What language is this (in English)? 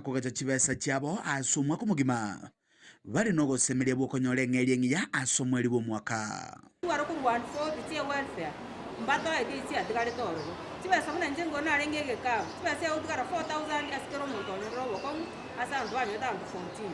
Gusii